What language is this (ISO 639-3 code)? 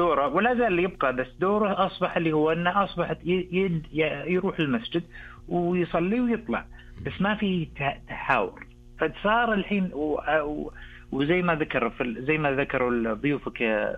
ars